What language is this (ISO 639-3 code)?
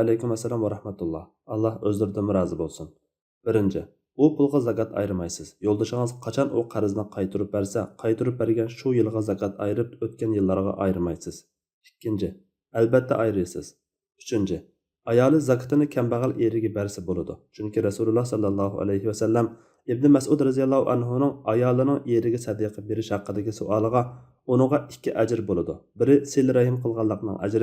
uig